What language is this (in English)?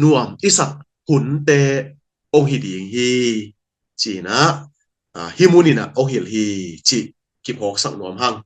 Tedim Chin